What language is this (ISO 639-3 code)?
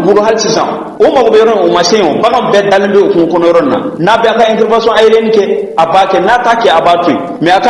bam